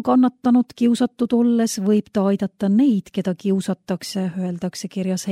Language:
Estonian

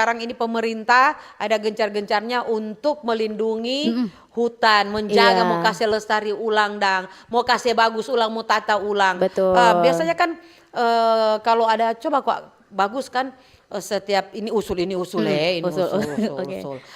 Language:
Manado Malay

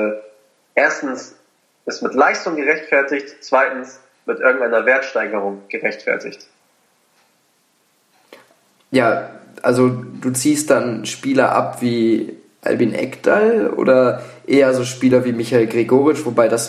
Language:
German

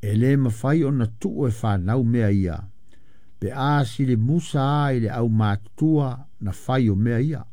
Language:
Samoan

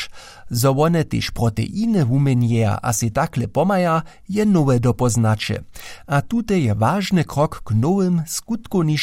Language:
Upper Sorbian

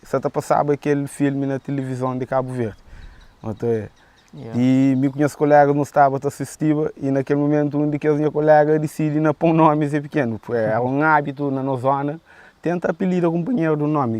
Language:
Kabuverdianu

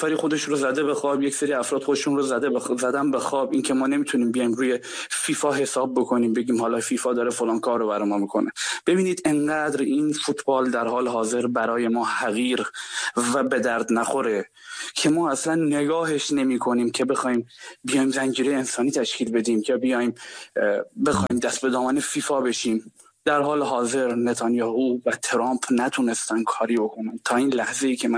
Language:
Persian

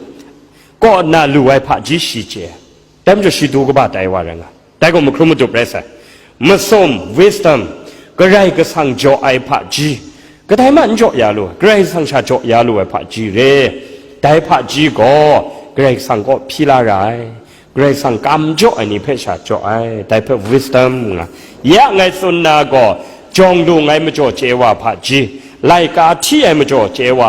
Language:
Kachin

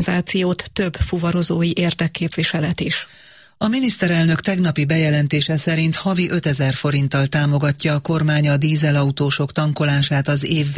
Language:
Hungarian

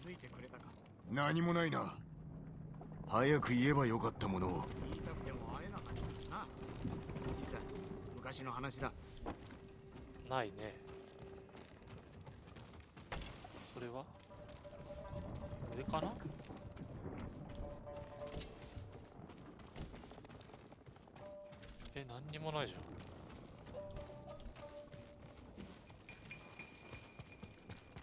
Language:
Japanese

